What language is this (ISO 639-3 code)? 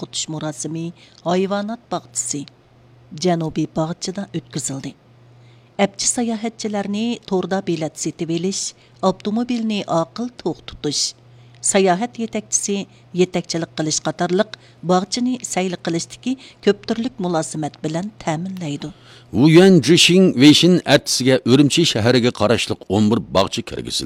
uig